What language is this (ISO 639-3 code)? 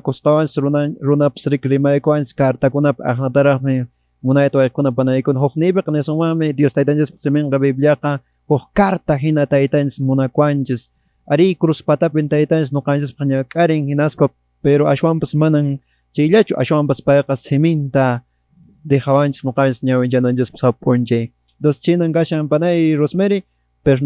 que